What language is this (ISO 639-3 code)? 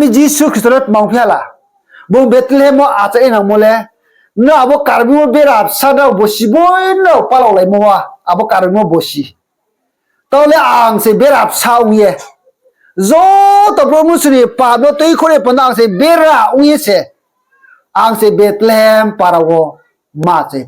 ria